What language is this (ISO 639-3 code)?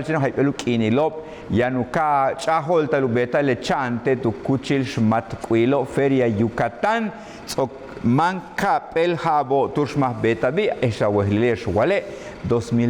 yua